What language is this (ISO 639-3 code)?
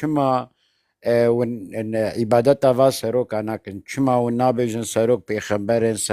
kur